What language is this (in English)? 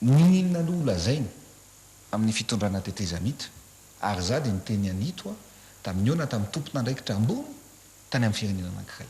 Malagasy